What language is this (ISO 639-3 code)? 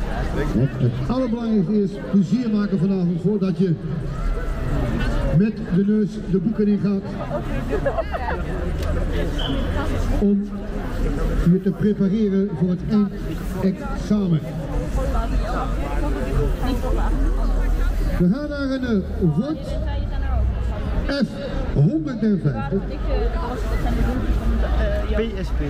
nld